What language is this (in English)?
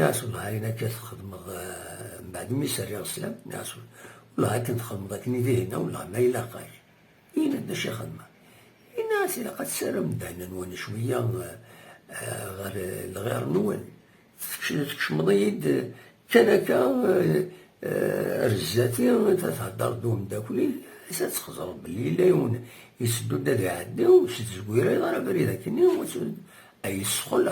Kabyle